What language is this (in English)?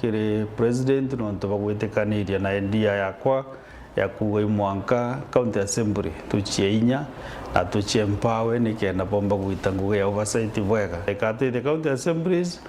Meru